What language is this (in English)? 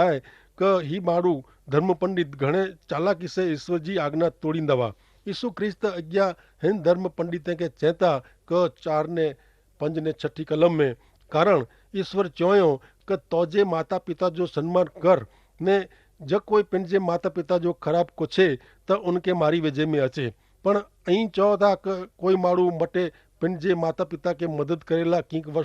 Kachhi